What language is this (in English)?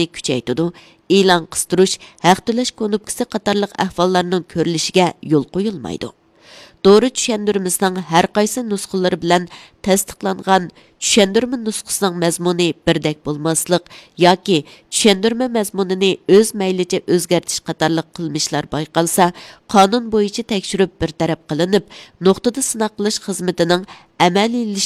Uyghur